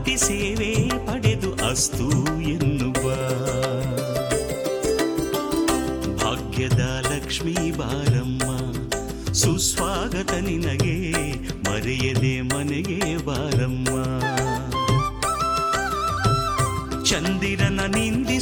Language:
Kannada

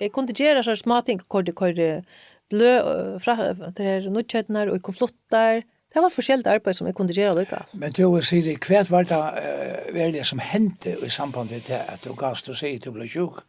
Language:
Faroese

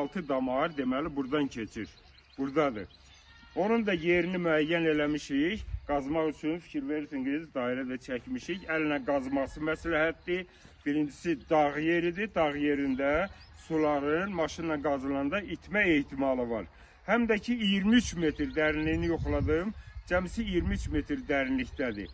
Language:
Azerbaijani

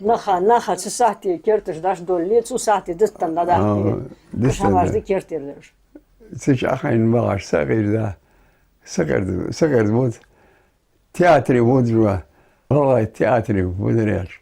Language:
Ingush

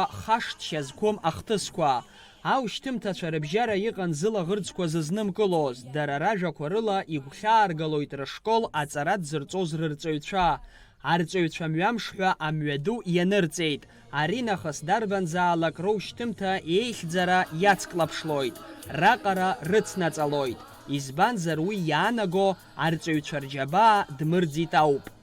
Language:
Abkhazian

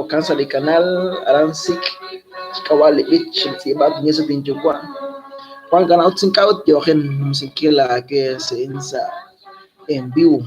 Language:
Kekchí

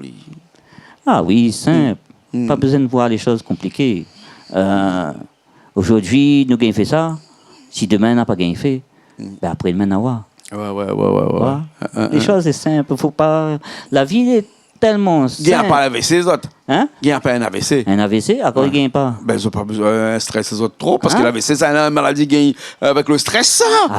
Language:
Réunion Creole French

